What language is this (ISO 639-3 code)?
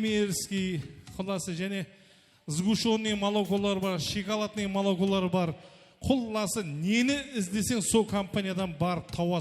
kaa